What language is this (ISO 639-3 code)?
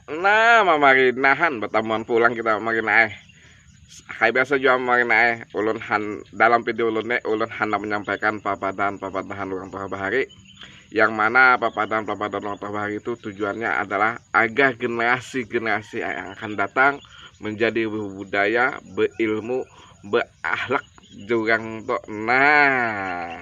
bjn